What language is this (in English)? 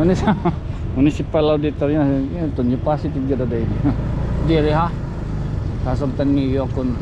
Waray